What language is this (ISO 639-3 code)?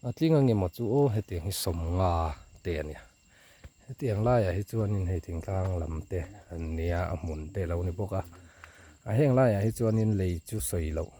lus